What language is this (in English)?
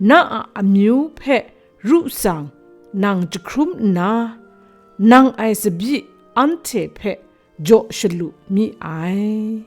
Kachin